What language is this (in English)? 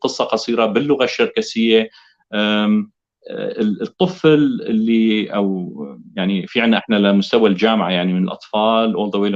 North Levantine Arabic